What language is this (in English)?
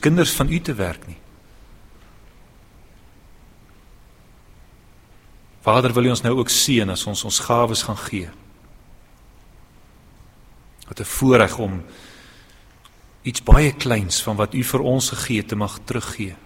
Afrikaans